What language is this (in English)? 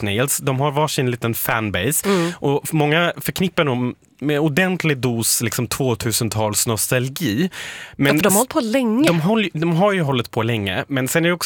Swedish